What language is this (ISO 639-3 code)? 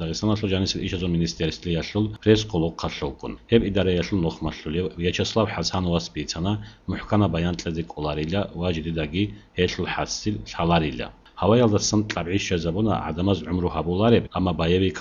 ava